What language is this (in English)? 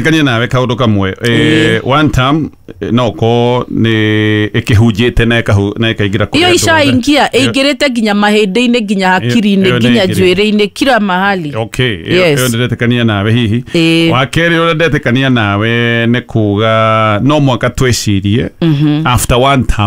Kikuyu